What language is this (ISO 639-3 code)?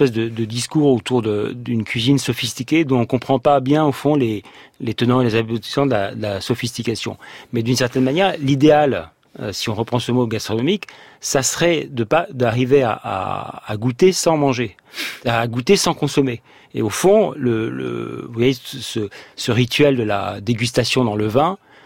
fra